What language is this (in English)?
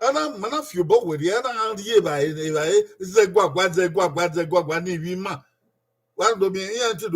Bini